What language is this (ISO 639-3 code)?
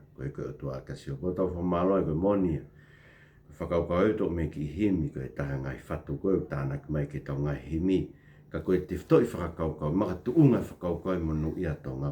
ton